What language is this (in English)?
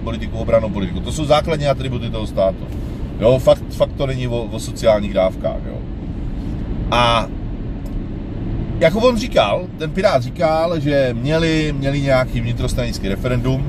Czech